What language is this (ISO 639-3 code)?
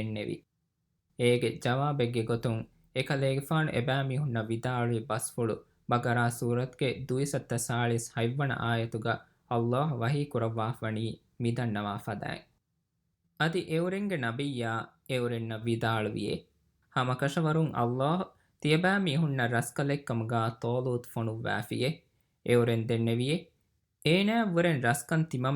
div